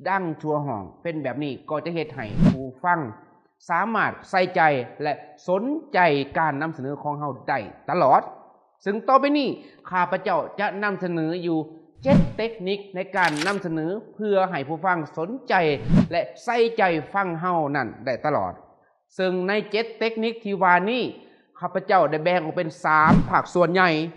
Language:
Lao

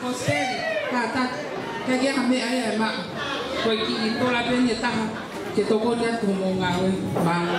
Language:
Tongan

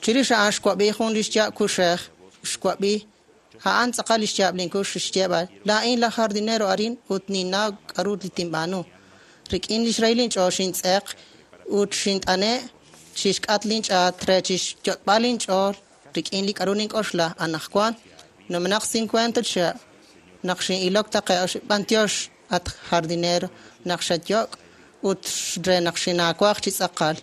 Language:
Kekchí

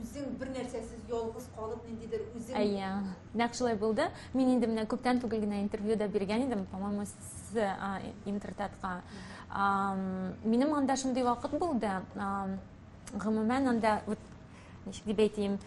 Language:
Tatar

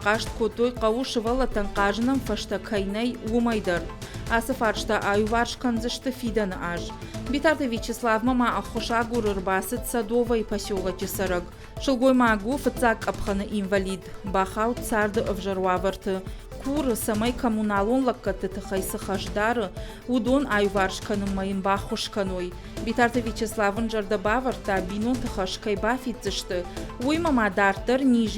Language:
Ossetic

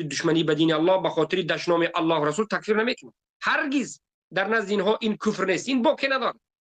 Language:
Tajik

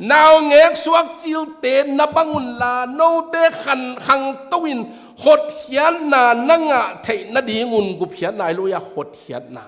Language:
Tedim Chin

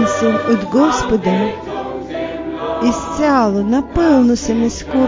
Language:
Bulgarian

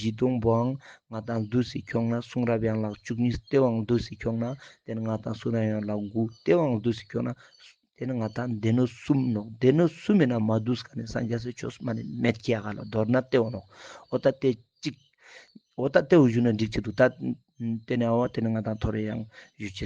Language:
Ladakhi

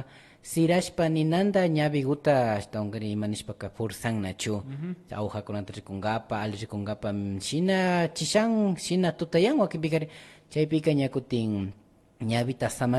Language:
Imbabura Highland Quichua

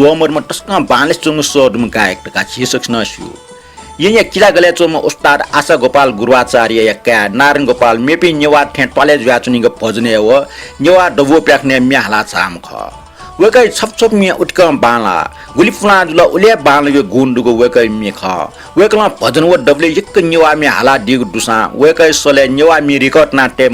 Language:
Newari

